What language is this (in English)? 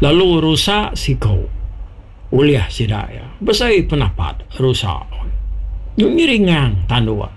Iban